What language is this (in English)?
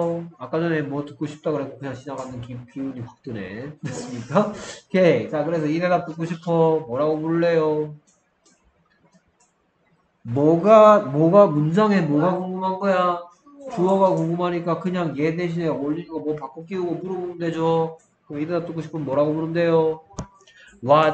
Korean